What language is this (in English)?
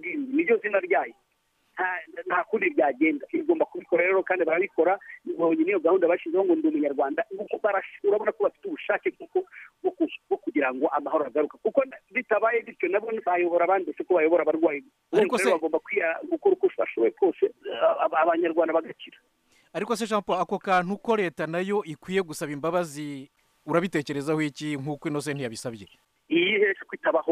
Kinyarwanda